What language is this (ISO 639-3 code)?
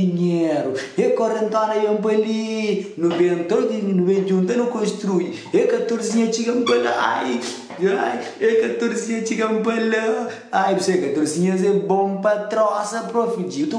kea